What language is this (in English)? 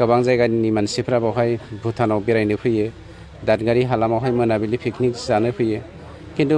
Bodo